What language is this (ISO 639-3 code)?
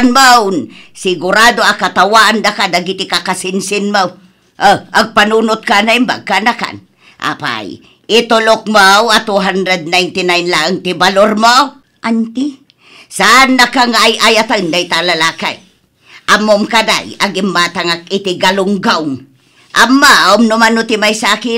ilo